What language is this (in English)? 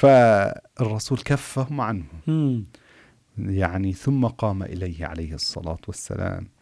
Arabic